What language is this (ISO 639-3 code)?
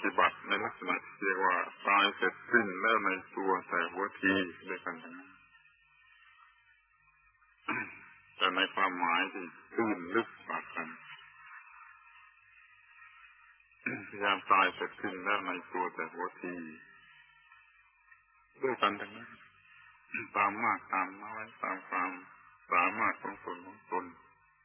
tha